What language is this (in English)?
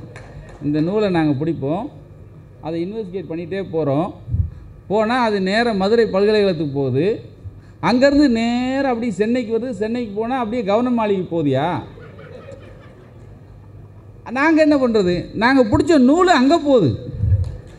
Tamil